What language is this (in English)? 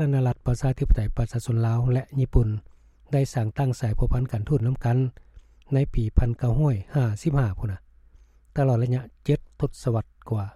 Lao